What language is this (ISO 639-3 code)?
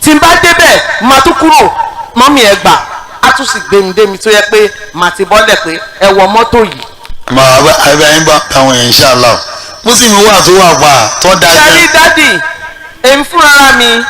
yor